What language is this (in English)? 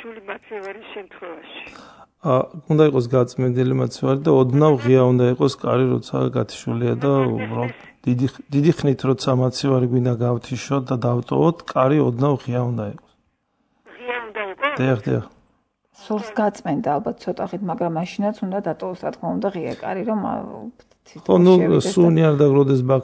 Georgian